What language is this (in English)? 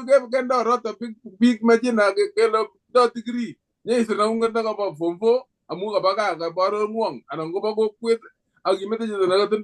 Kalenjin